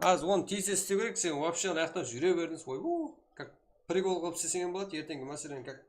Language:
Kara-Kalpak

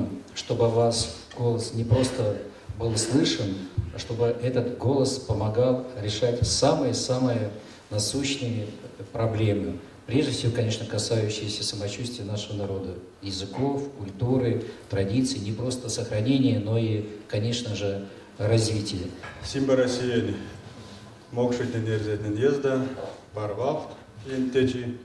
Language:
Erzya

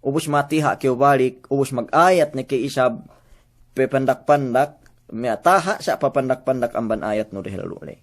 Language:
Yakan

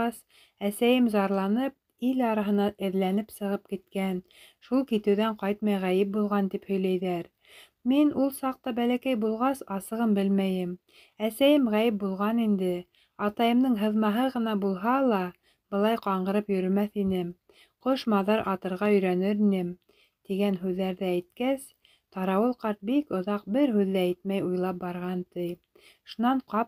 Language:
Bashkir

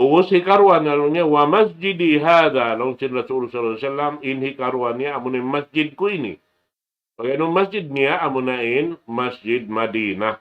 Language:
Tausug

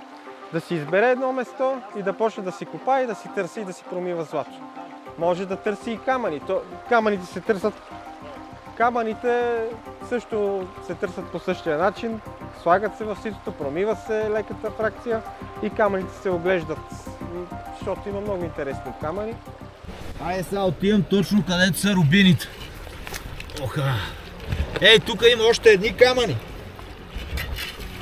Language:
Bulgarian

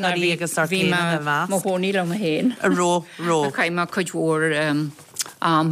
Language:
Irish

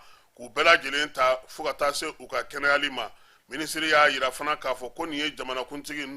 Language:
Bambara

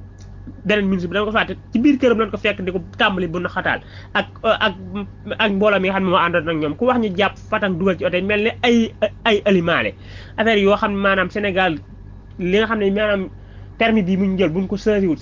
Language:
Wolof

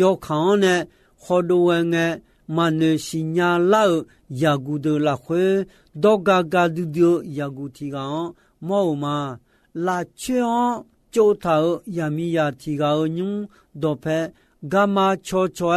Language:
Akha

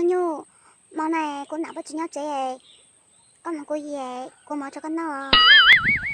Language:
Hmong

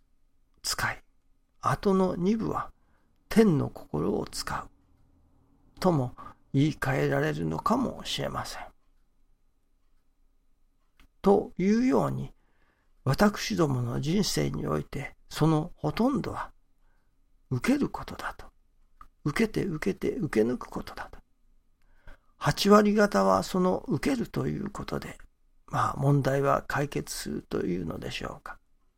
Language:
Japanese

